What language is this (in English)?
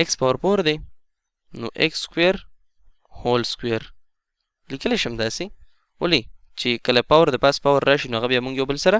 Pashto